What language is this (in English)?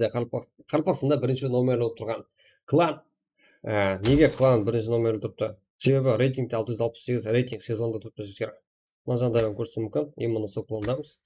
Kara-Kalpak